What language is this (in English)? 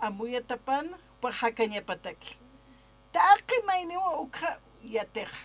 Aymara